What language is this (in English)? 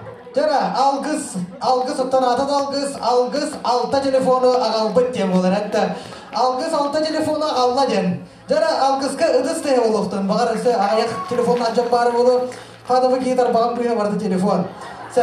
Yakut